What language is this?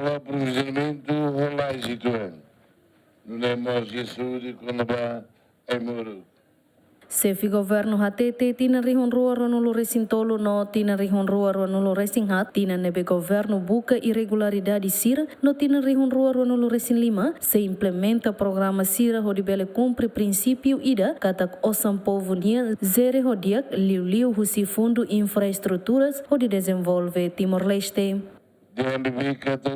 Tetum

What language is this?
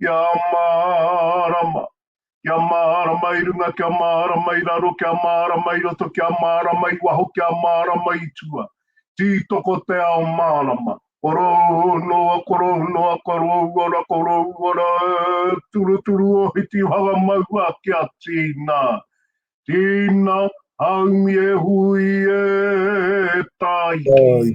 Māori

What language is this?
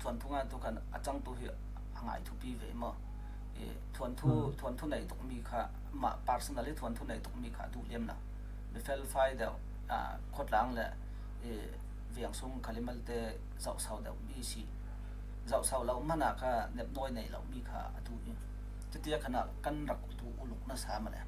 Falam Chin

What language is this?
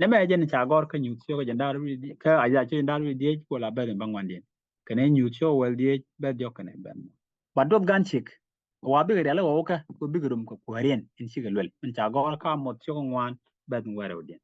Nuer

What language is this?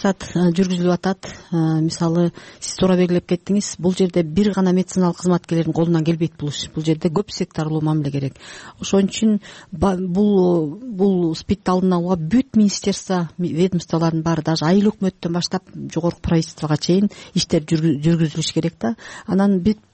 Kyrgyz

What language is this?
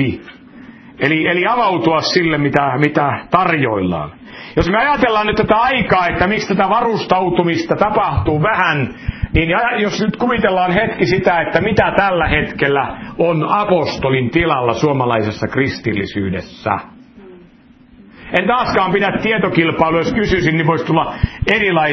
Finnish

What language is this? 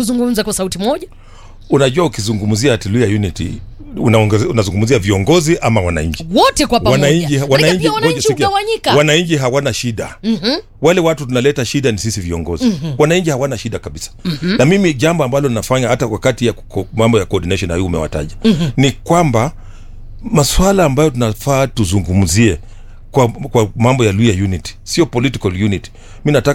Swahili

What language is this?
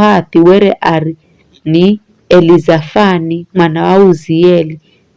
Giryama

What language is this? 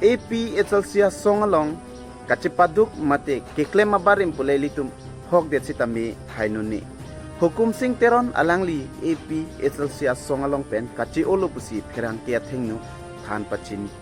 Karbi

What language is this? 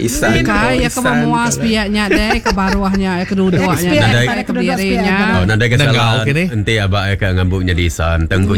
Iban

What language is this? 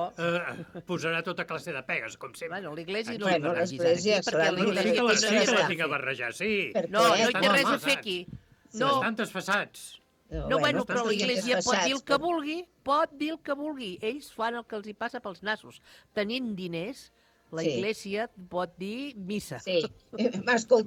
Catalan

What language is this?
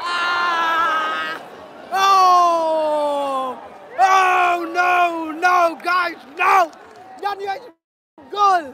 Khasi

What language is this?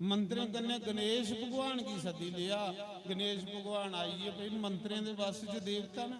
Dogri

